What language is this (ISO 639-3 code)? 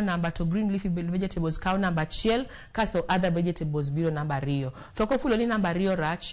luo